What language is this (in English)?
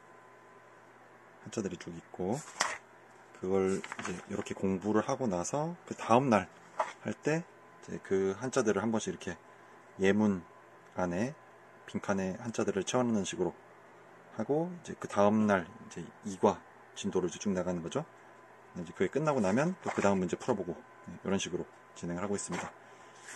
Korean